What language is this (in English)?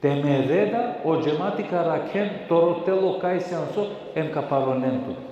Balkan Romani